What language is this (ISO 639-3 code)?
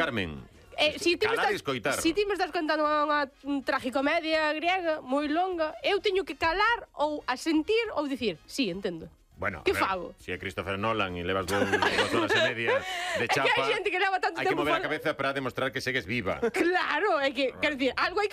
glg